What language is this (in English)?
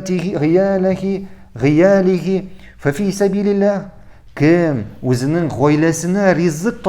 Tatar